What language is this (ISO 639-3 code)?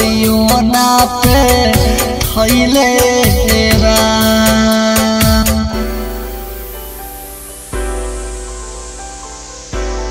bho